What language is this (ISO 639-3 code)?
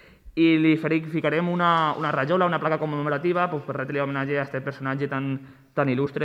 cat